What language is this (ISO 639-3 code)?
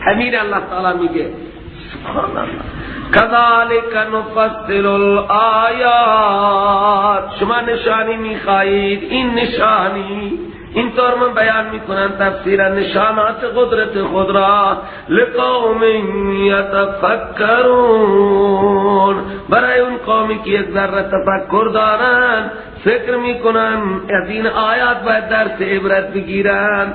fas